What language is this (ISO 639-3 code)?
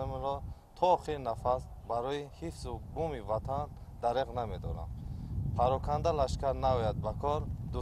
tgk